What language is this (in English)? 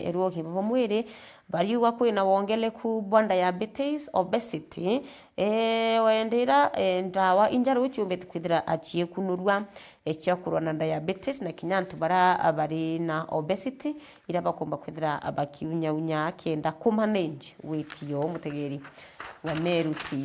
Meru